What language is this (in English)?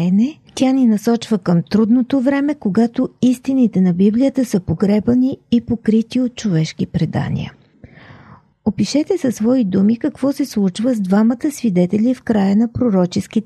Bulgarian